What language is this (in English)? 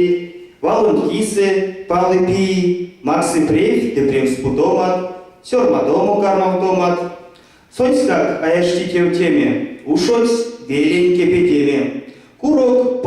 Erzya